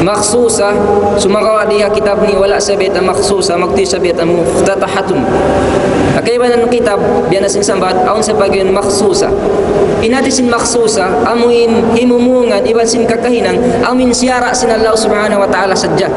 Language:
Tausug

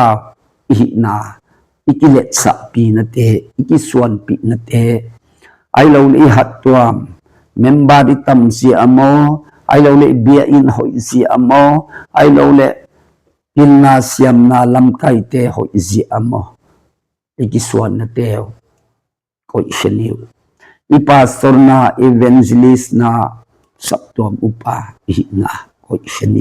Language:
Tedim Chin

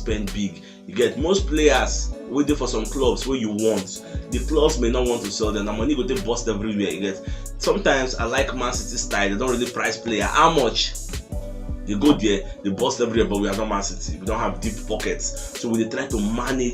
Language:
Nigerian Pidgin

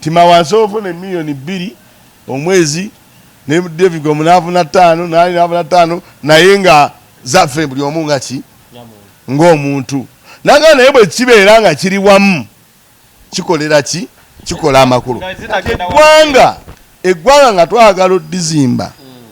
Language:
Ganda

